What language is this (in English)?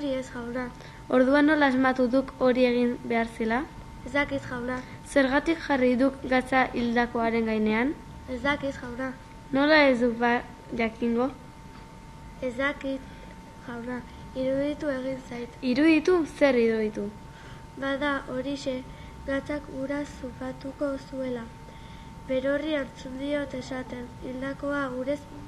Basque